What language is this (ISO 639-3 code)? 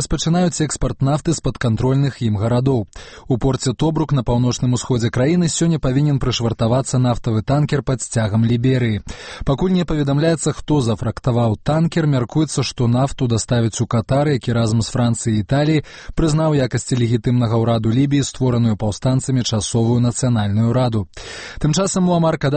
bel